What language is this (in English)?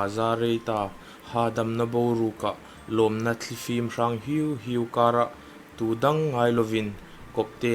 Hmar